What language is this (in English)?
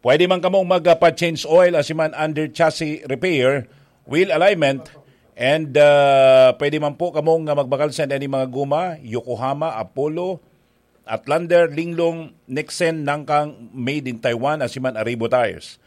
Bikol